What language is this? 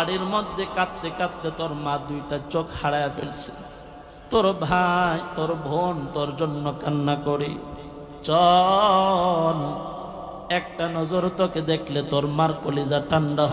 Bangla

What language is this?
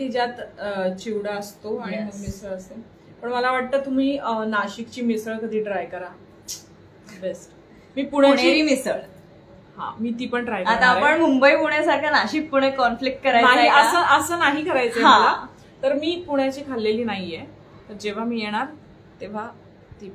Marathi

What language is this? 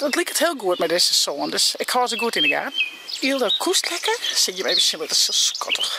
Western Frisian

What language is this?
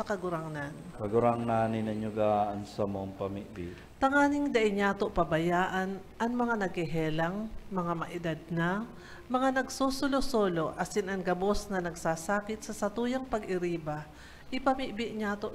Bikol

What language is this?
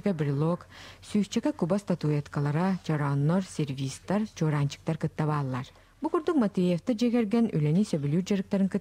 Yakut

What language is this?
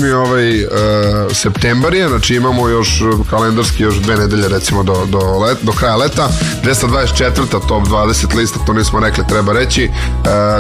Serbian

